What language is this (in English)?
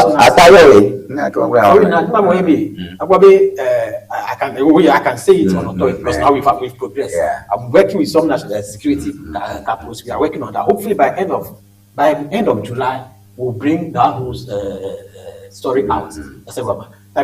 Ewe